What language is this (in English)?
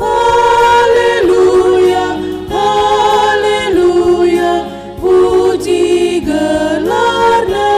Batak Karo